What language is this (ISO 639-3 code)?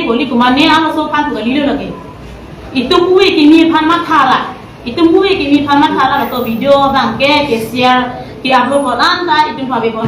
mjw